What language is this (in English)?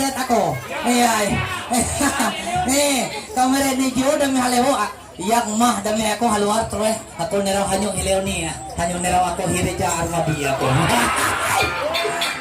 Ma'anyan